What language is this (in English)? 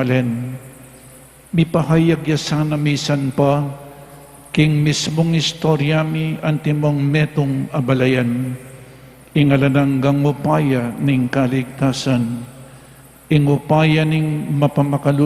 Pampanga